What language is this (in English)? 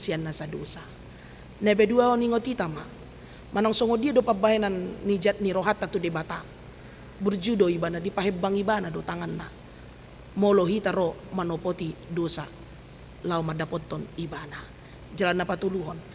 Batak Toba